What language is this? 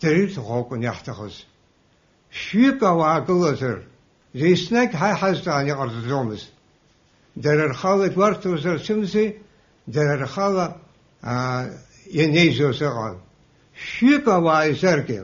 Abkhazian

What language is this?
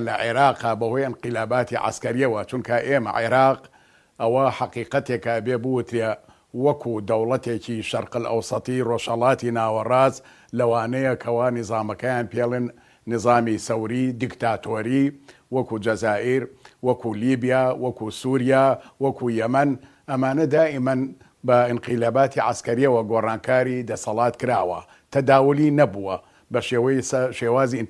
Central Kurdish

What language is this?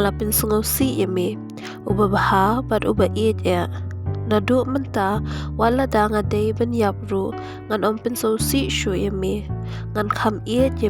Khasi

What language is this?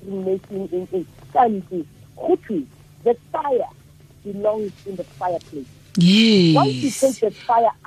Tswana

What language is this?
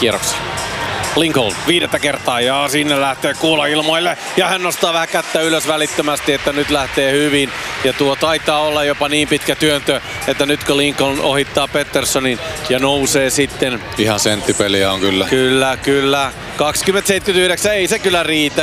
Finnish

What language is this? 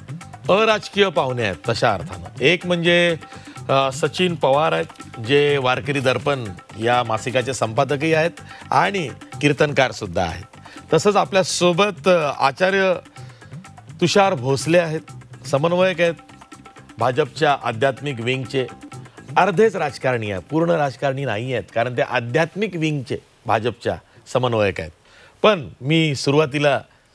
Marathi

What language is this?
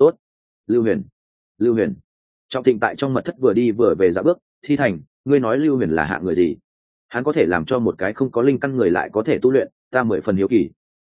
Vietnamese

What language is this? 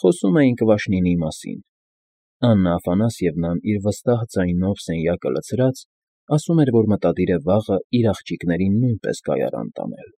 Armenian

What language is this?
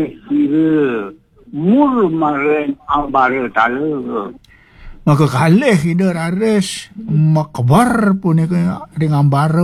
Balinese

